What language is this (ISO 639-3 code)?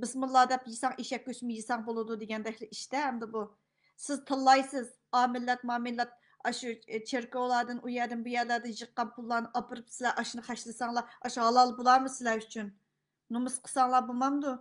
uig